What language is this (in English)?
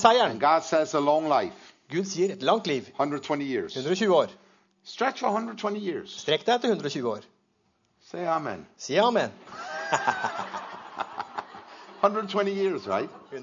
Norwegian